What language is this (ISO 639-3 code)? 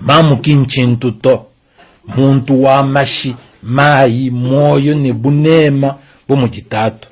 lua